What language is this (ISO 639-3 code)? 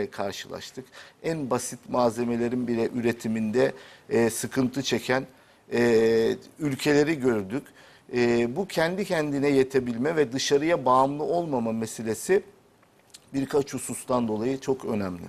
tur